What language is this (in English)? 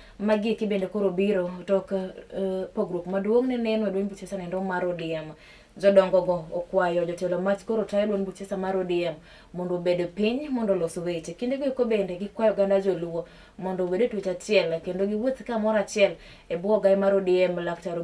Luo (Kenya and Tanzania)